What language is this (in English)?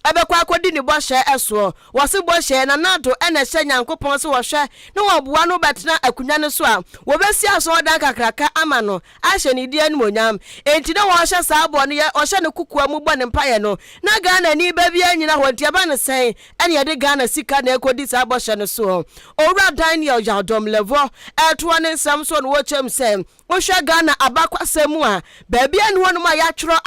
Akan